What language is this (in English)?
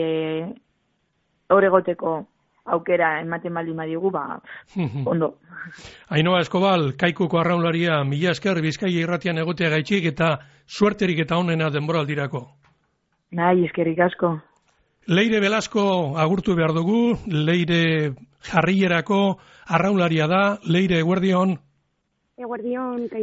Basque